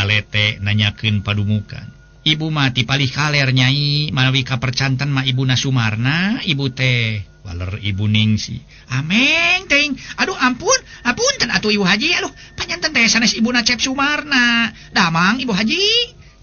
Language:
Sundanese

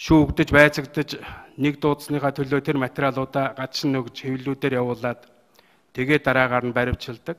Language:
Mongolian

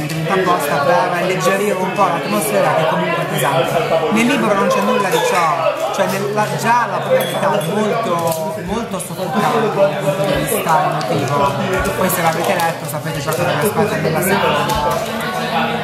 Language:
Italian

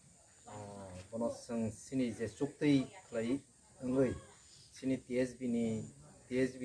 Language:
Kok Borok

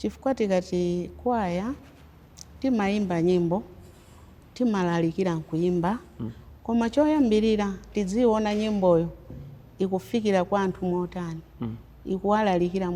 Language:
Nyanja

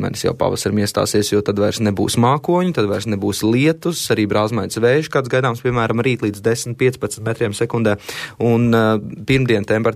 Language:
Latvian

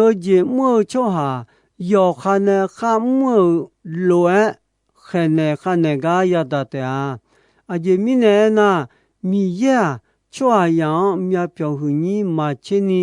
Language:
Akha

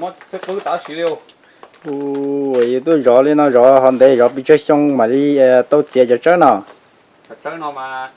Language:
Hmong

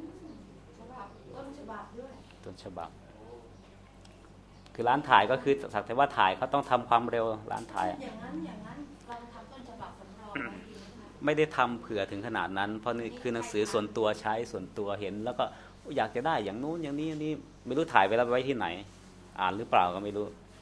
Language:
Thai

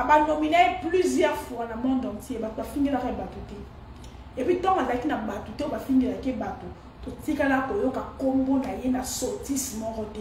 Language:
Lingala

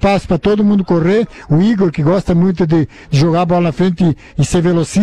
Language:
Portuguese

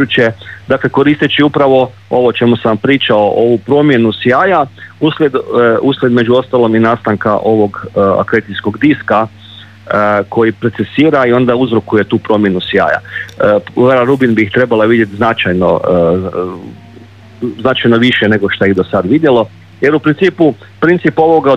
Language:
Croatian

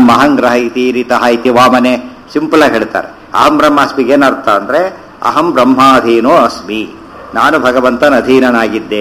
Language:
Kannada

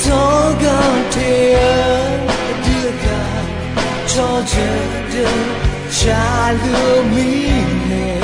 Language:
Akha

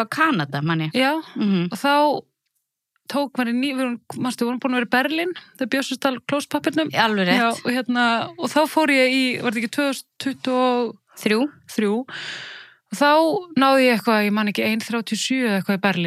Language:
Icelandic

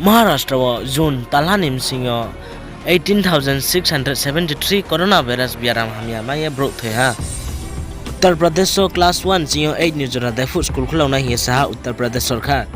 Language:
Riang (India)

